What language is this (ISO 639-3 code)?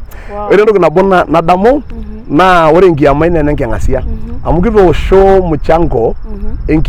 mas